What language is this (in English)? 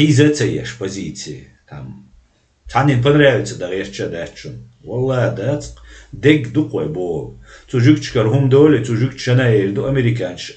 Chechen